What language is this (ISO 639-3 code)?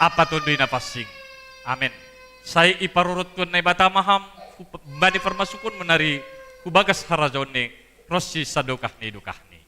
bts